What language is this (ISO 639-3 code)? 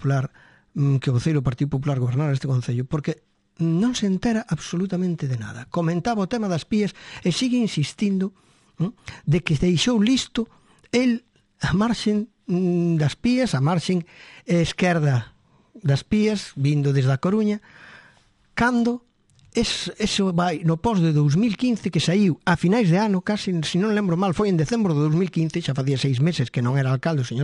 glg